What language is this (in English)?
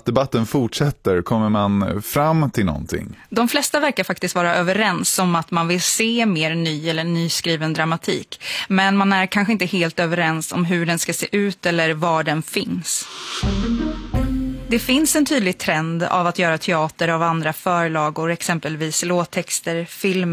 Swedish